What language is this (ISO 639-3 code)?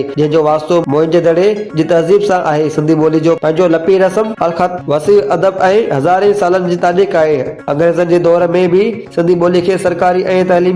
snd